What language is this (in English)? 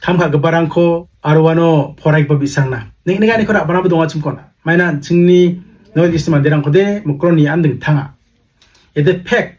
Garo